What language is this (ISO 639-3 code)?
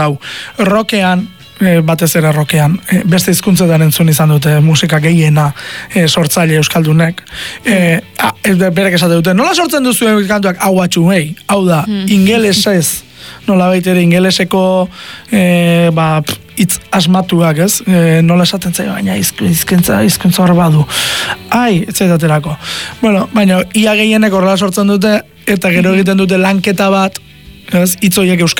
eus